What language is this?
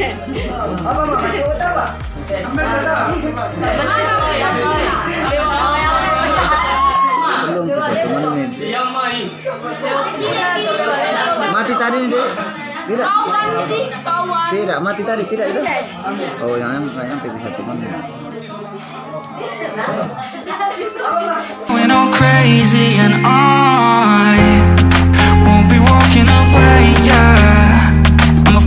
Indonesian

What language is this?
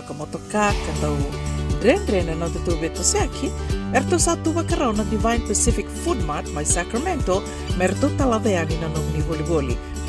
Fijian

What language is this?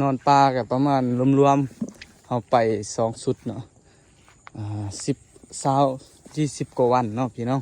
Lao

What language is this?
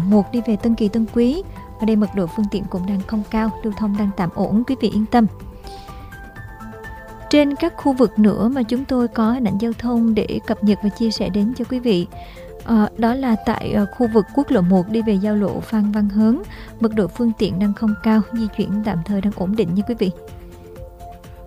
Vietnamese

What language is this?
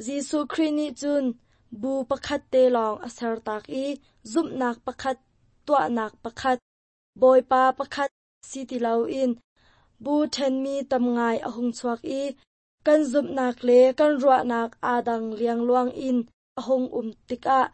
Hakha Chin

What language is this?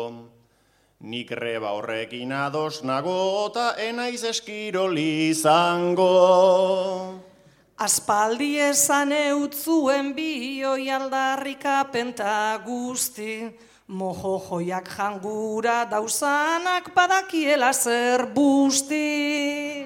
Basque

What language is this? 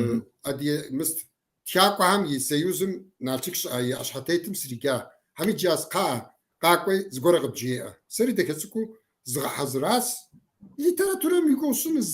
Kabardian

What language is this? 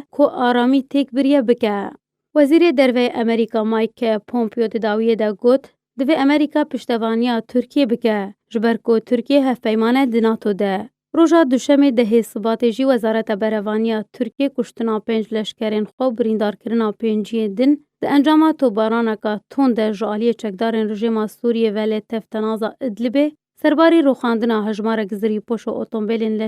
Kurdish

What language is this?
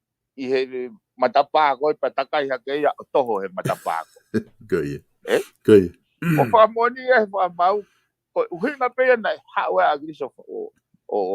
Tongan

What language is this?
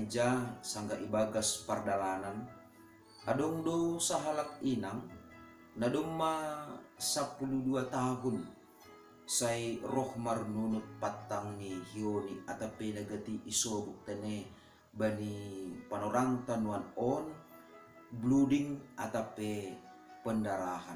Batak Simalungun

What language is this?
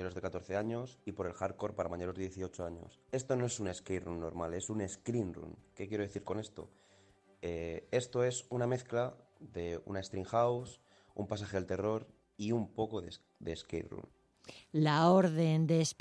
Spanish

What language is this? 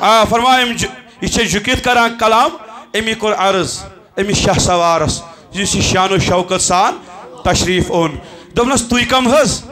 Kashmiri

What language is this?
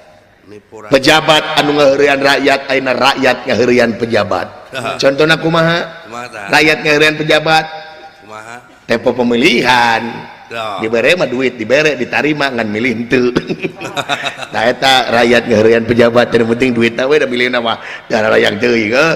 Sundanese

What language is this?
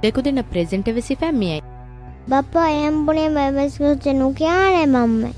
Divehi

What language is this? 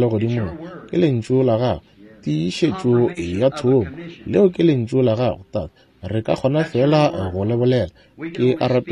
Northern Sotho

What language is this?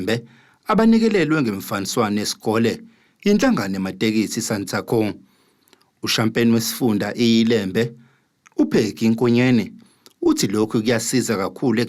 Zulu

